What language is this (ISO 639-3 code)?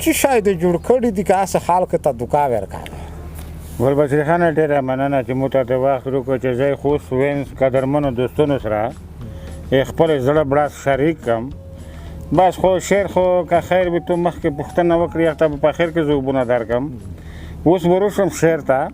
pus